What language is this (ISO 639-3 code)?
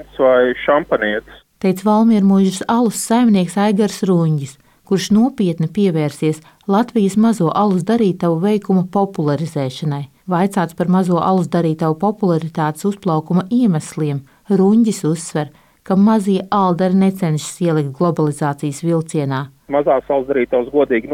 lav